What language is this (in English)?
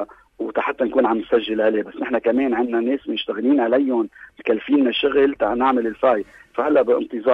North Levantine Arabic